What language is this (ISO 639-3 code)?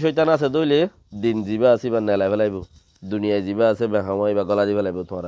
rhg